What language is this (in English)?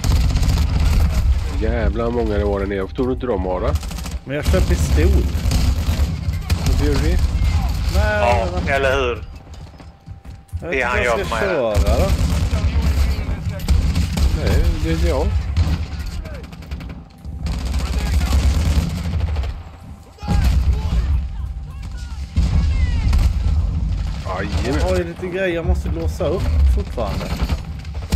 Swedish